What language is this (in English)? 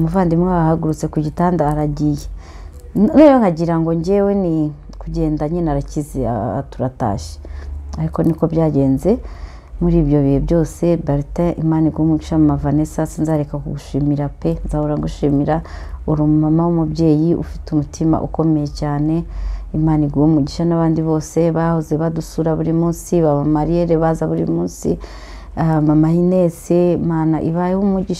Kinyarwanda